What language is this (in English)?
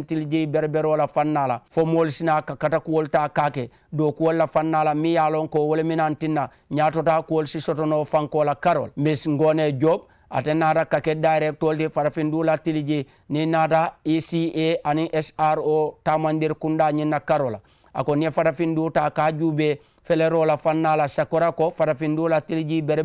Mandingo